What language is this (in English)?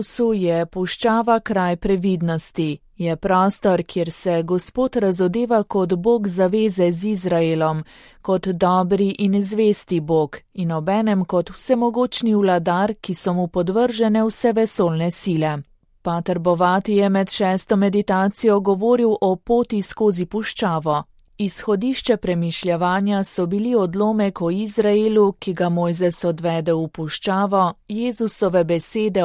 Slovenian